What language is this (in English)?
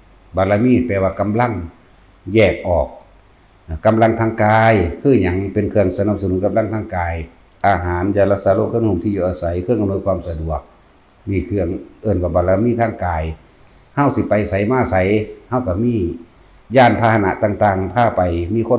Lao